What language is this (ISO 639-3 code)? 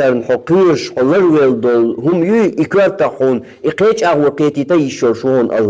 che